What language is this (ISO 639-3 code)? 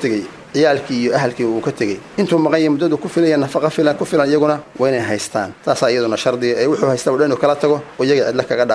som